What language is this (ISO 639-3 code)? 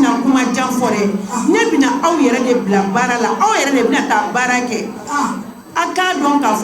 bam